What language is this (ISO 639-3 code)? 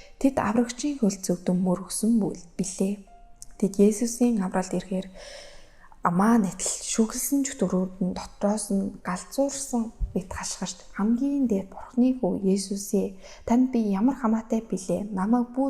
mon